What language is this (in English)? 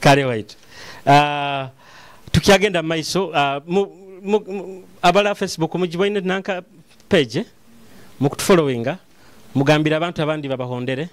Nyoro